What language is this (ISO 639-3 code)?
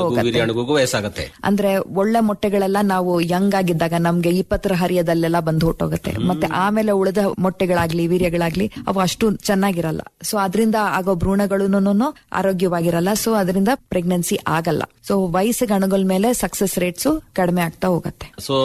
kan